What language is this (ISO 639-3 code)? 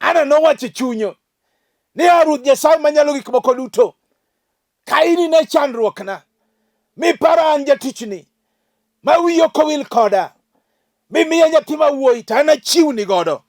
luo